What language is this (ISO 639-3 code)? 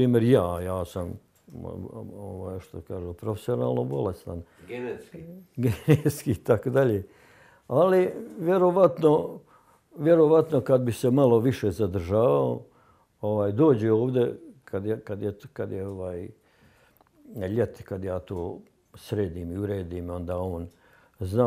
bos